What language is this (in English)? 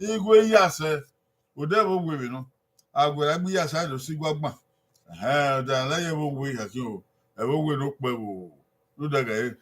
Bini